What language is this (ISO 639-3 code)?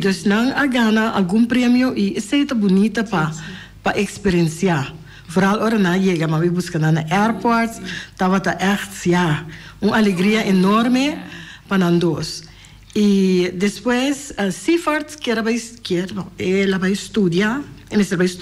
pap